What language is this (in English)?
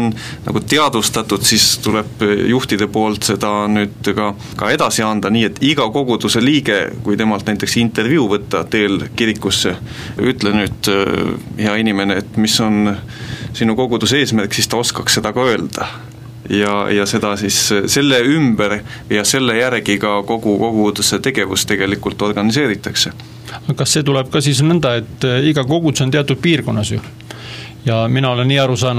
Estonian